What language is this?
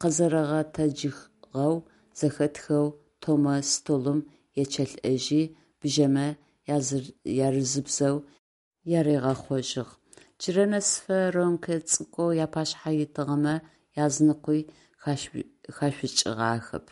Adyghe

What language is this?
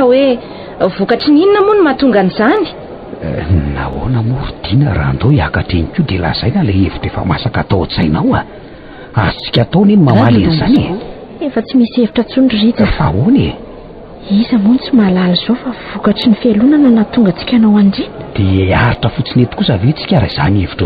Malagasy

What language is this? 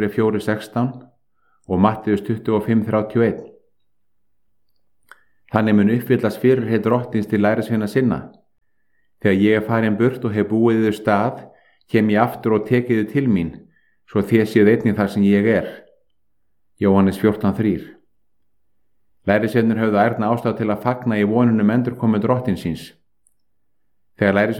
Icelandic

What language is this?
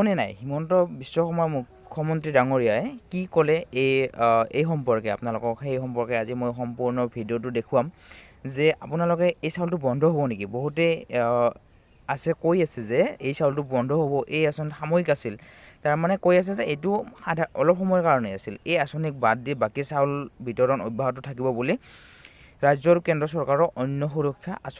Assamese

